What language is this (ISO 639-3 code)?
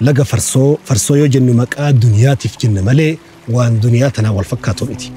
orm